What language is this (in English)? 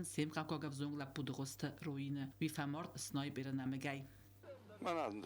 Ossetic